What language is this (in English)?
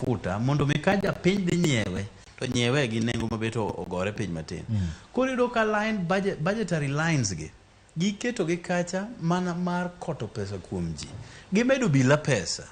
Luo (Kenya and Tanzania)